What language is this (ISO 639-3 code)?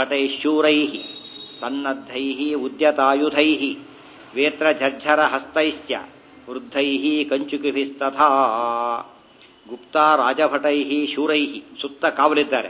kan